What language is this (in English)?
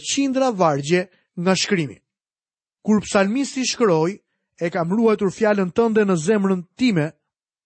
Albanian